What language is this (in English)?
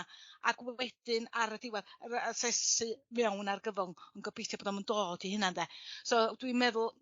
Welsh